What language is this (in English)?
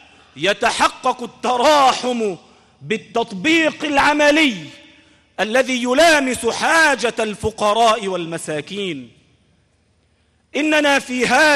Arabic